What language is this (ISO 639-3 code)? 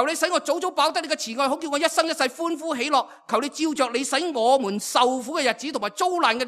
yue